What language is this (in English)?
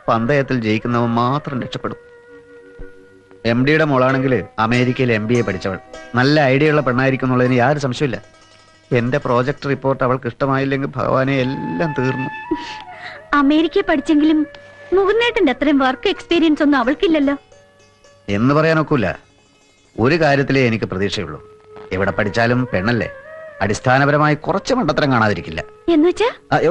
Malayalam